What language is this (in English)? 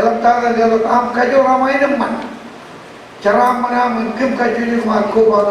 Marshallese